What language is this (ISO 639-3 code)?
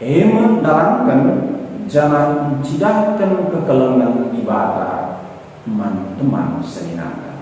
btx